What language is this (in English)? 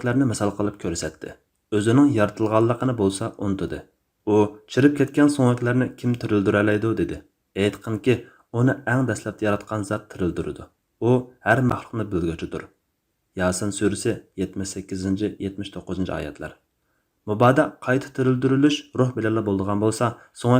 Uyghur